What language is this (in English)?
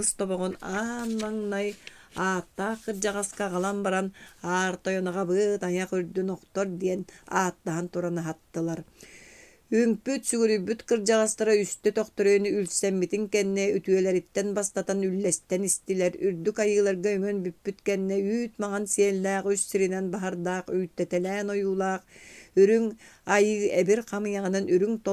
Yakut